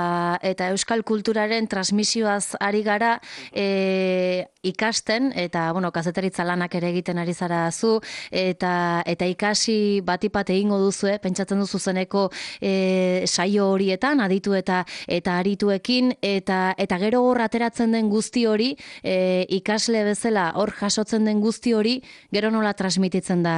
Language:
Basque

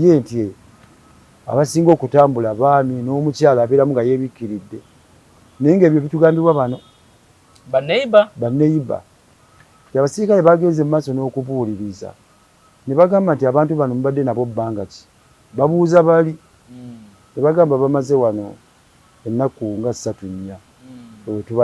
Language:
Ganda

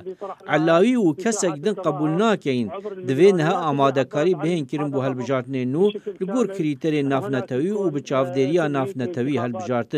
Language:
Kurdish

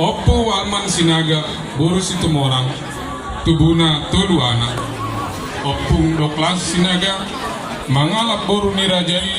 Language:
Batak Toba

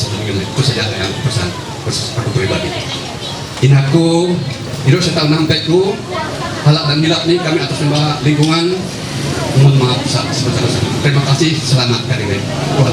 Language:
Ma'anyan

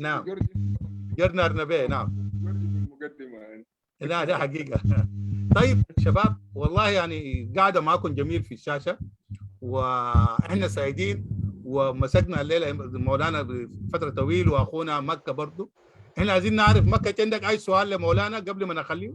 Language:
Sudanese Arabic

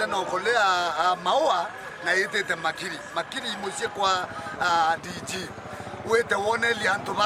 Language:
Meru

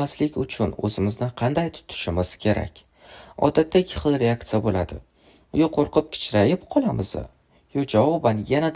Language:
Uzbek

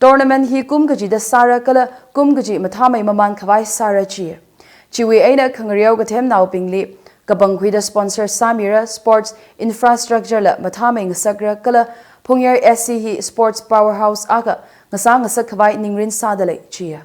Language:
Tangkhul Naga (India)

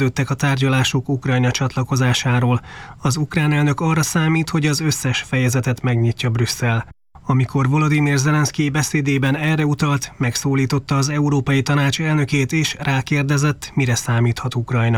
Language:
Hungarian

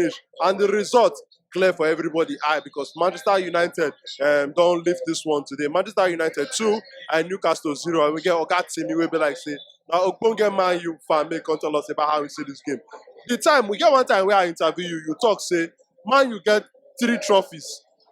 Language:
Nigerian Pidgin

